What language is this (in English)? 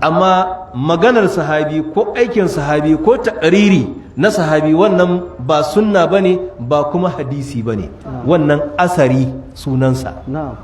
Hausa